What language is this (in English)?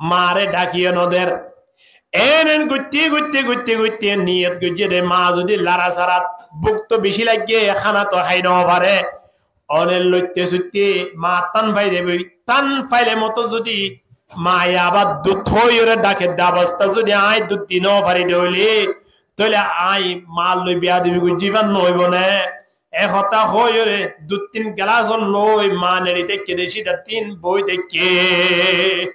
Rohingya